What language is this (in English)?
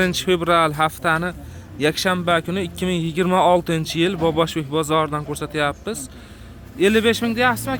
Uzbek